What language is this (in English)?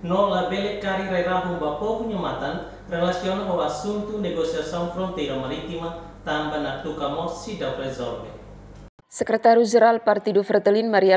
Tetum